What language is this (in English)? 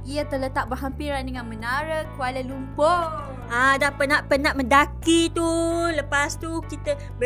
Malay